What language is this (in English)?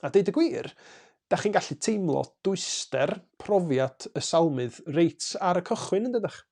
Welsh